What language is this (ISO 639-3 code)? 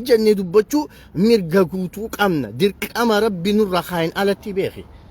orm